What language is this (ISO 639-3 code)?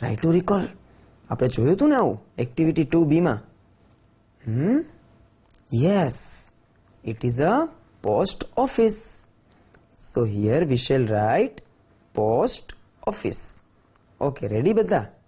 guj